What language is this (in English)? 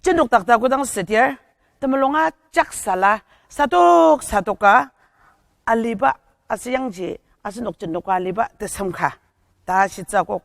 Ao Naga